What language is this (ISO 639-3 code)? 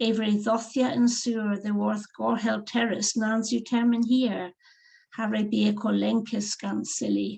cor